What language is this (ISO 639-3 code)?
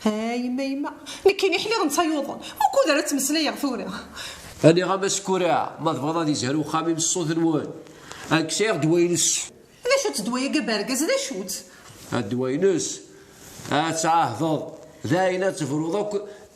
kab